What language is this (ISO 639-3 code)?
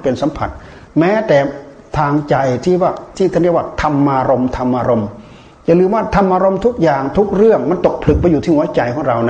tha